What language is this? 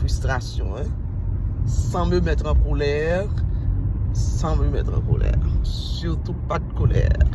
Haitian Creole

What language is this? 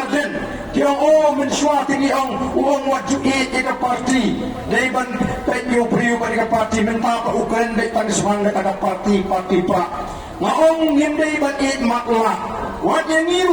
Khasi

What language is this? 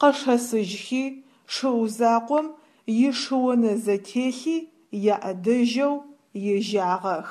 Adyghe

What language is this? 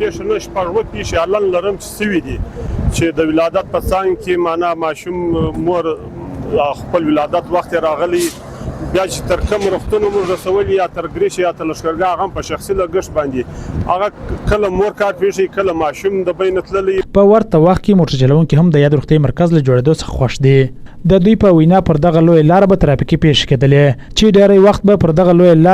Pashto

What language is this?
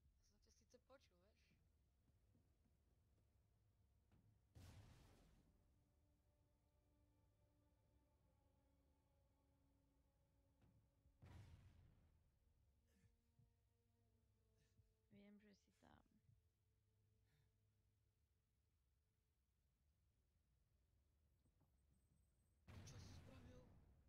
Slovak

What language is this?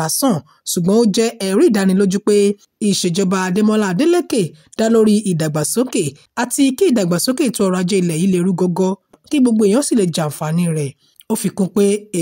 Yoruba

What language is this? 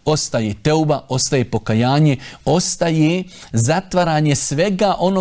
Bosnian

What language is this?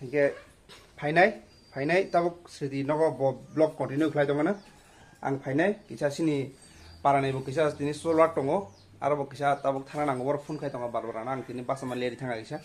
Kok Borok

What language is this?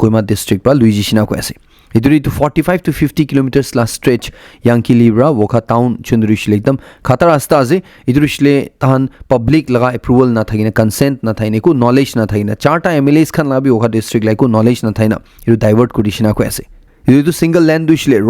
Naga Pidgin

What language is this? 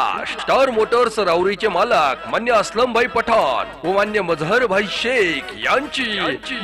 Marathi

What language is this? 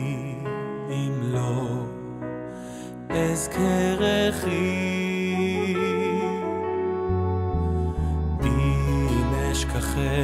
Hebrew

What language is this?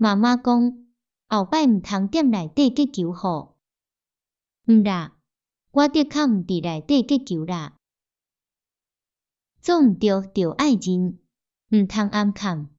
Min Nan Chinese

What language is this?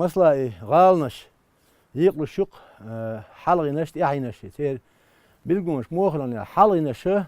Chechen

